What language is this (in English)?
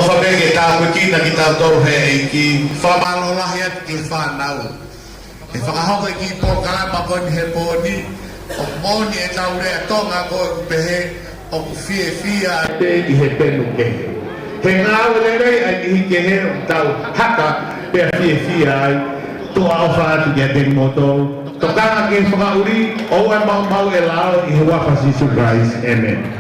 Tongan